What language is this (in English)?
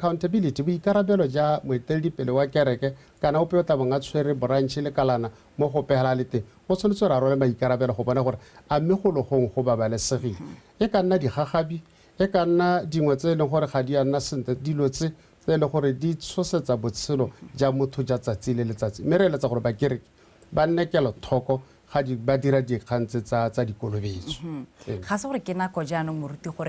Tswana